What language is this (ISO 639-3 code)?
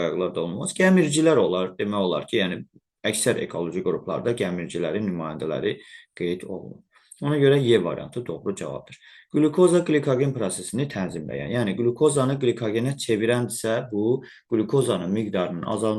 aze